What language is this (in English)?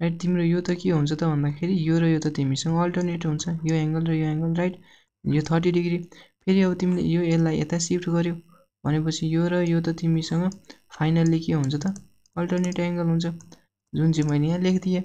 Nepali